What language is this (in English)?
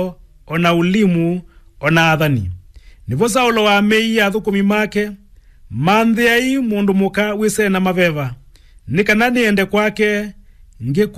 Kamba